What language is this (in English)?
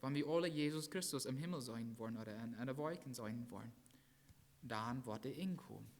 Plautdietsch